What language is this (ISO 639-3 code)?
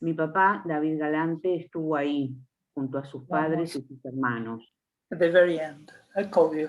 lad